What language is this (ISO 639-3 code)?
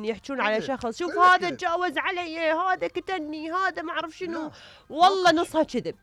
acm